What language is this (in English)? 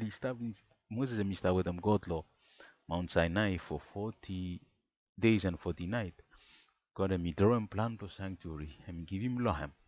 Bislama